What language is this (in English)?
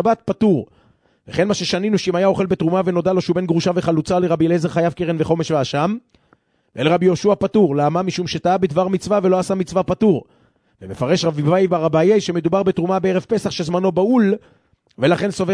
Hebrew